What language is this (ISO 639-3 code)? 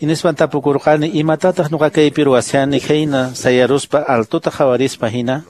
que